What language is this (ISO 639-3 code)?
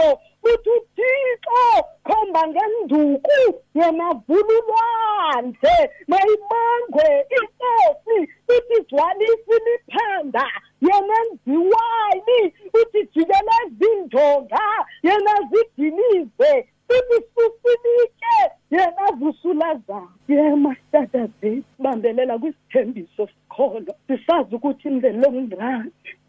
xho